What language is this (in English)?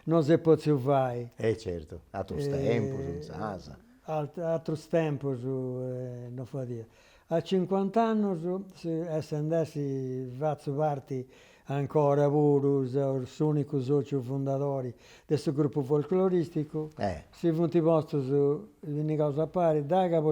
Sardinian